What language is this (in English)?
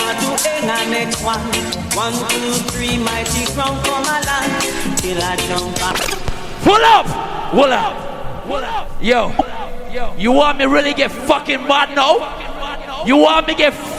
Jamaican Creole English